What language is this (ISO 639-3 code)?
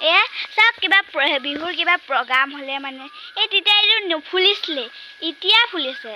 asm